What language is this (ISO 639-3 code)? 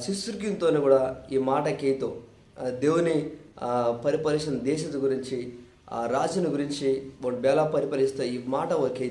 kff